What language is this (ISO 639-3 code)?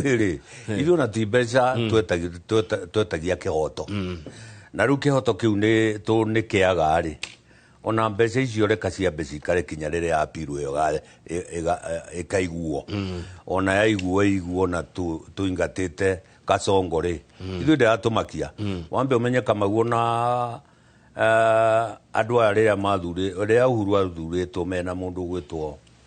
kik